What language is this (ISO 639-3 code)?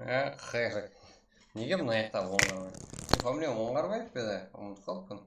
kaa